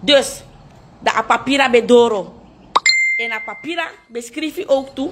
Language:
Sranan Tongo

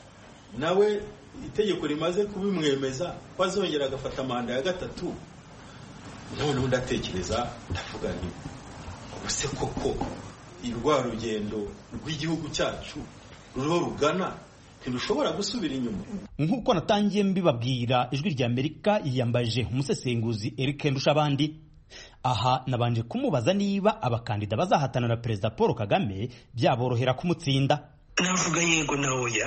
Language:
Kinyarwanda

